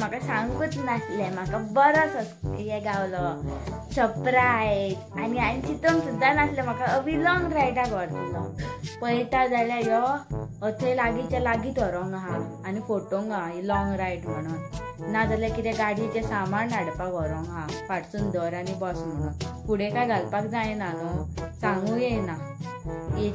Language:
Konkani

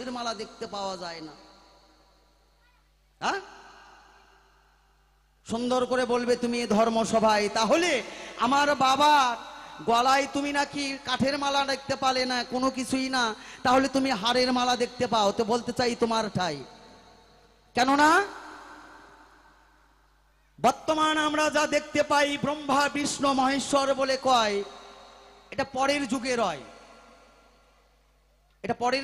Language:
Bangla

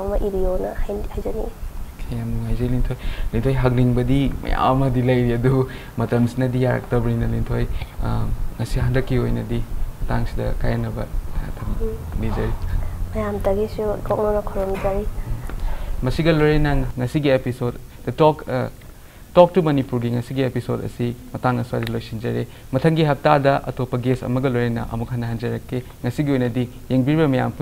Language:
Manipuri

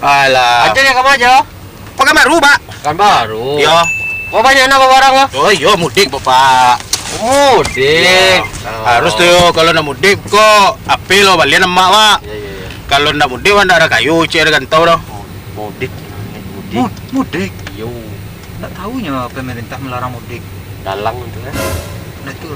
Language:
Minangkabau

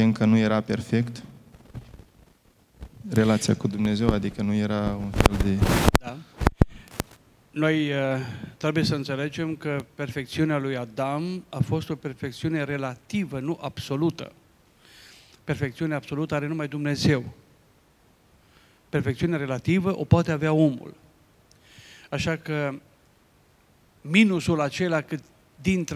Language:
Romanian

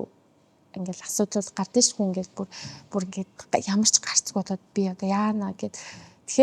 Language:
Mongolian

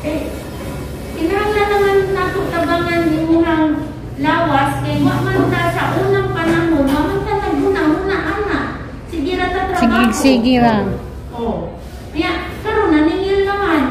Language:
Cebuano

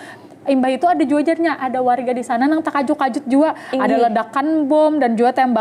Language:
Banjar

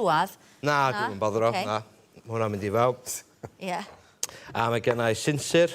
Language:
Welsh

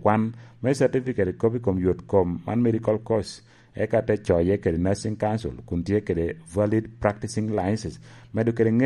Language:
Lango (Uganda)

